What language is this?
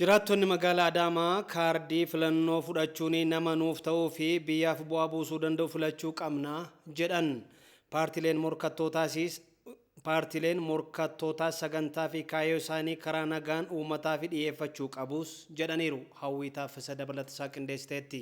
Oromo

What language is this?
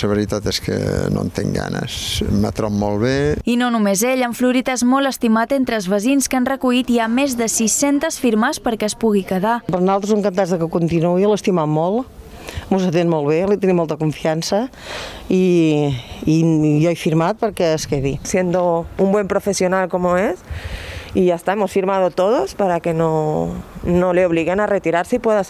Catalan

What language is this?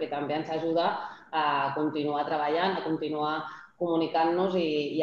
Catalan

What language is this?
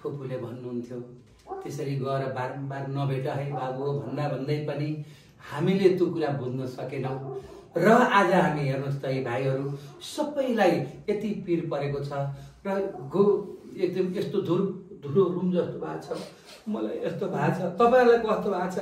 Nepali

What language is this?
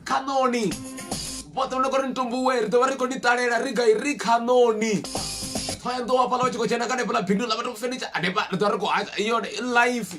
Venda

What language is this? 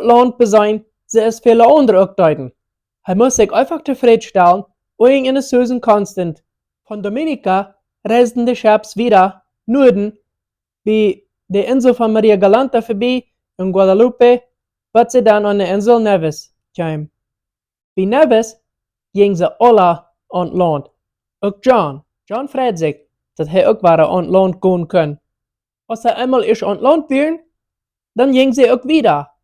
Plautdietsch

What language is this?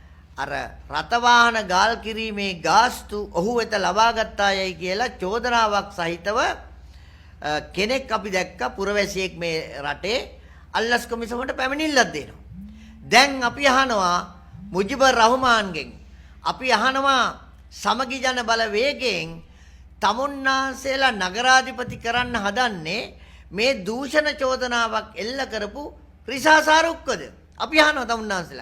Sinhala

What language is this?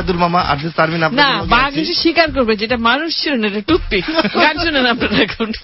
Bangla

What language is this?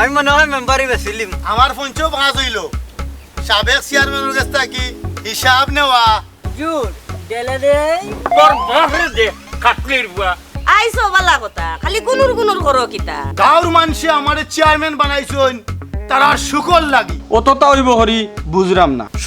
Sylheti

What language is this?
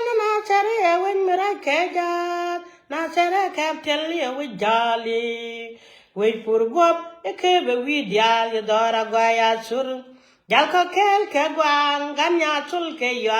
Nuer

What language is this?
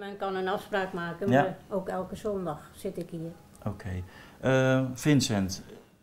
Dutch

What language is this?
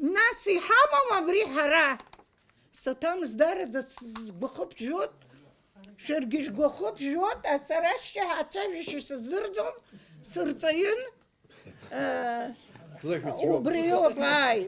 Abkhazian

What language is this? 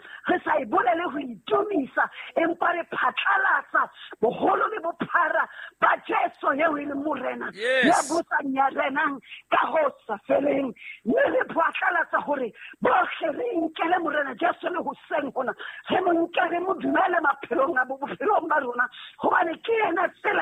Southern Sotho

